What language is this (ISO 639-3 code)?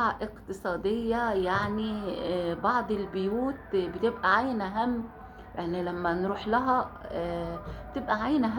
arz